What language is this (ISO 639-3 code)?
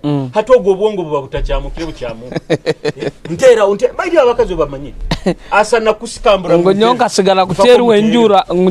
nyo